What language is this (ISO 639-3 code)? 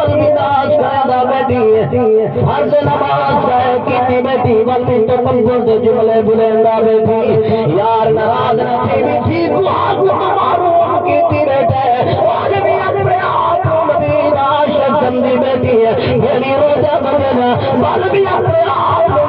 skr